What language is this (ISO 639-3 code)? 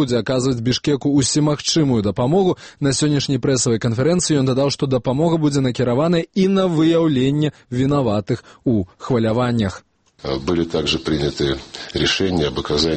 bel